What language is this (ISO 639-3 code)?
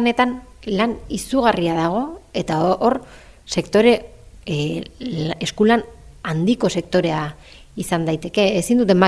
eus